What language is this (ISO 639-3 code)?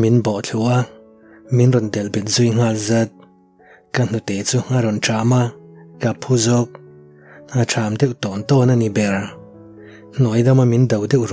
lus